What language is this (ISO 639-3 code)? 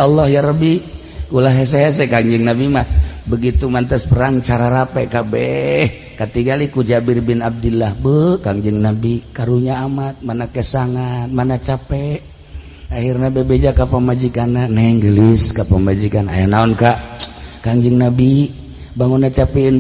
sun